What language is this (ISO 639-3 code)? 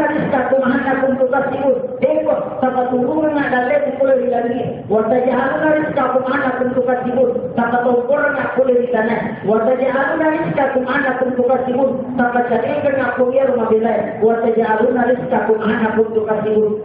bug